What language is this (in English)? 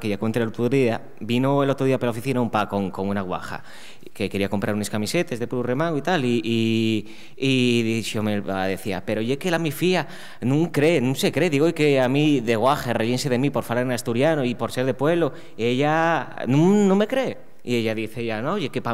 Asturian